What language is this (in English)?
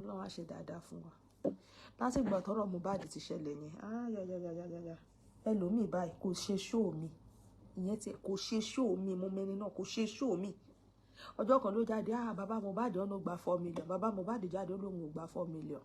Yoruba